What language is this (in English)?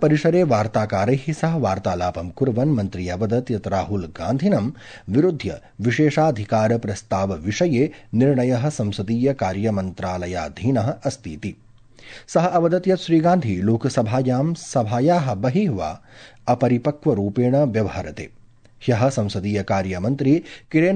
Sanskrit